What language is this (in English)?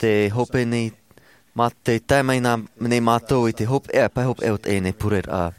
Tahitian